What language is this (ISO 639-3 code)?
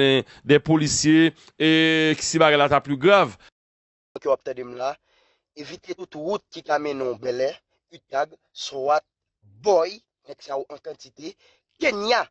hat